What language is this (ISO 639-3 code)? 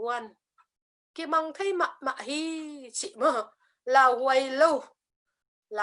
ctd